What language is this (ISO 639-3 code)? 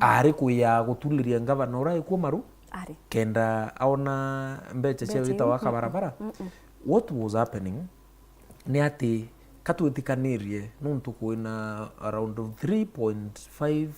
mer